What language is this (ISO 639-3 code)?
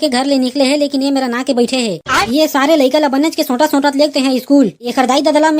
hne